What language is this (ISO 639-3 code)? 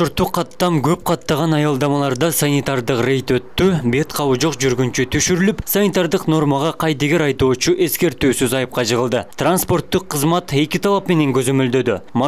kir